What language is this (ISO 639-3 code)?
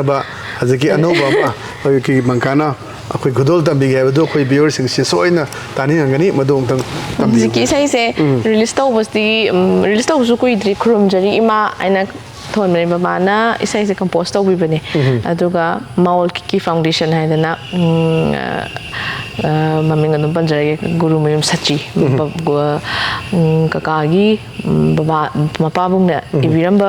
mni